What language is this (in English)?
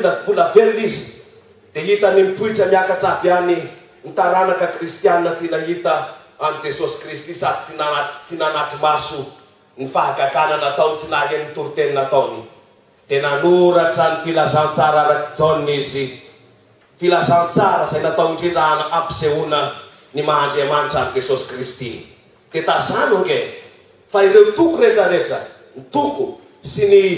Malagasy